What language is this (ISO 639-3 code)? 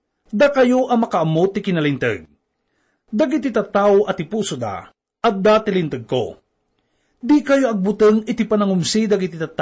ilo